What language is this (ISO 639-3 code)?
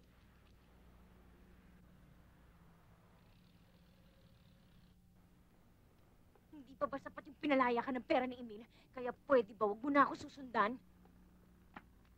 fil